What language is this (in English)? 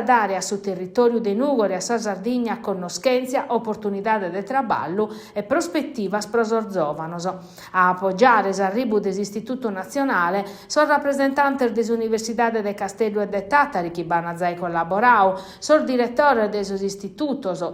Sardinian